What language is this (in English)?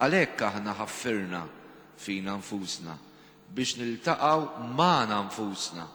Maltese